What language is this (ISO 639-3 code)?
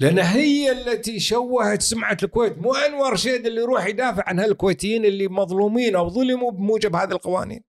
afb